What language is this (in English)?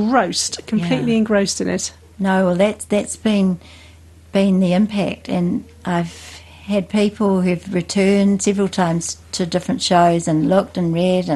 English